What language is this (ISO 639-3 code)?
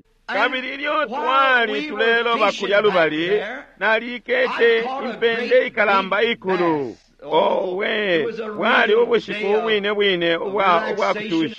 bem